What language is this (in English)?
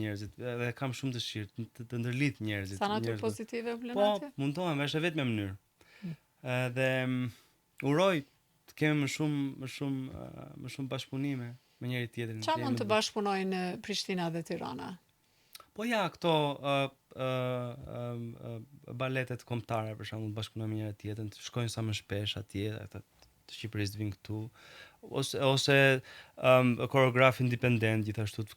Albanian